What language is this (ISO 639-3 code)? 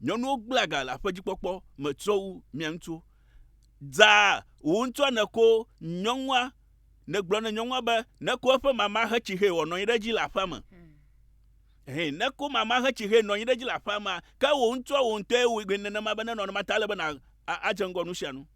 ewe